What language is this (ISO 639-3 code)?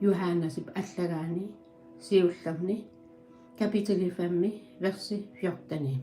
kal